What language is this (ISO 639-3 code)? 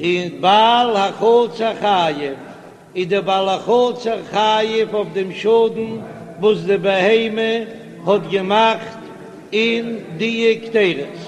yid